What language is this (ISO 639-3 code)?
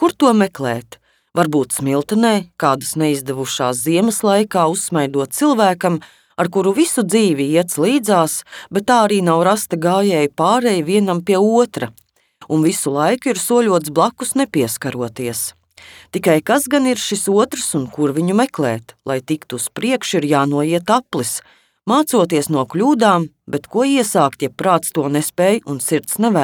lav